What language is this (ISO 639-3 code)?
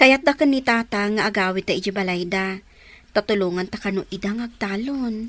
ilo